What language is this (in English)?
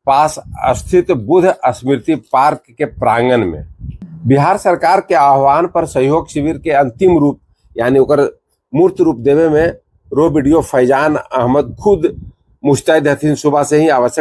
Magahi